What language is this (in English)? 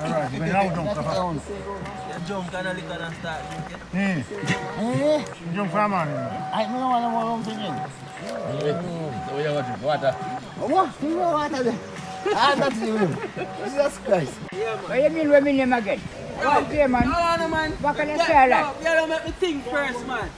Jamaican Creole English